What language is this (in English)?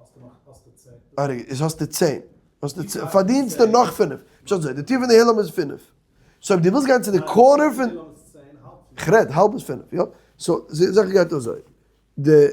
Yiddish